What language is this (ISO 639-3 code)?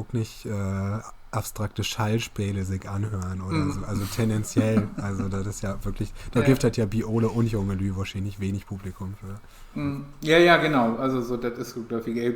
nds